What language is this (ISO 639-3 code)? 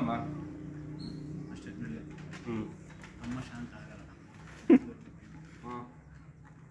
kan